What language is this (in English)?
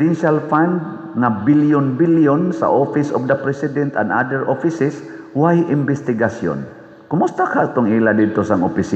Cebuano